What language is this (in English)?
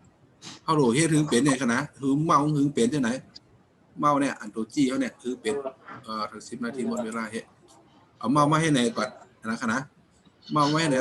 Shan